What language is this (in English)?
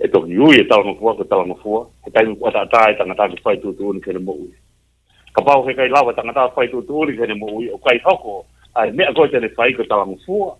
Tongan